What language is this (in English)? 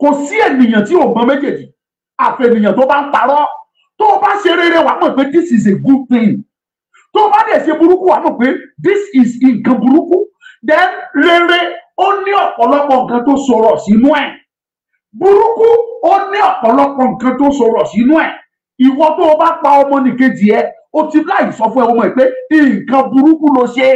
Yoruba